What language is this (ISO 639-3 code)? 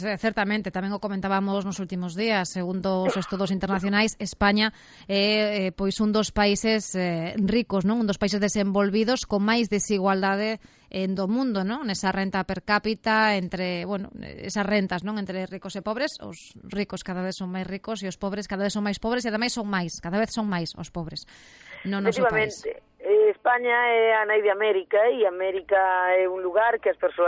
glg